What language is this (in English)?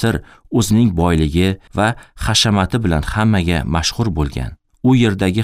Uzbek